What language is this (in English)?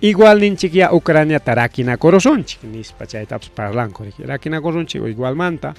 Ayacucho Quechua